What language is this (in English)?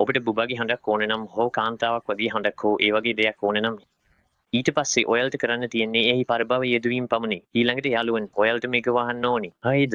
Sinhala